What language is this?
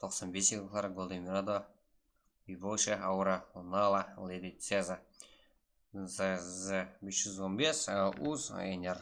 Kara-Kalpak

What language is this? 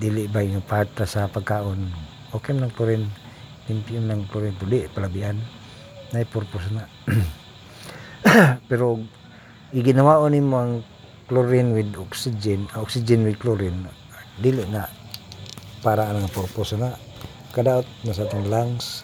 Cebuano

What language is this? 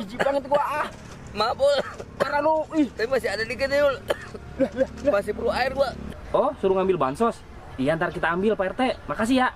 Betawi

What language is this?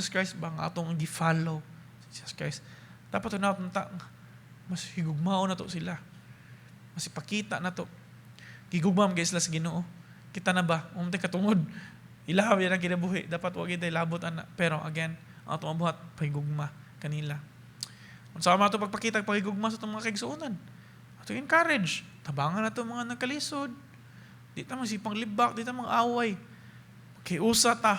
Cebuano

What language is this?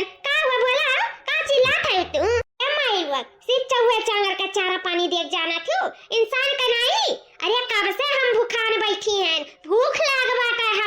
Awadhi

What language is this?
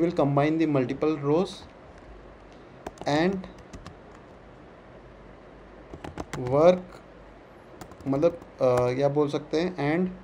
Hindi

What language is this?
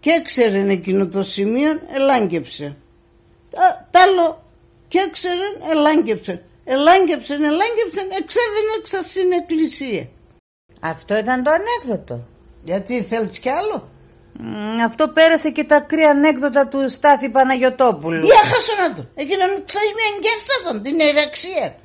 Pontic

